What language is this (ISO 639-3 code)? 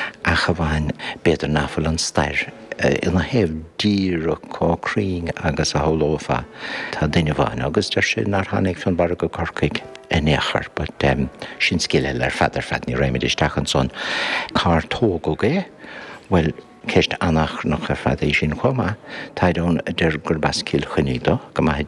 gle